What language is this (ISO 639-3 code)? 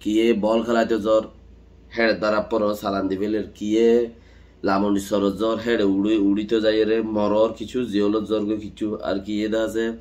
rhg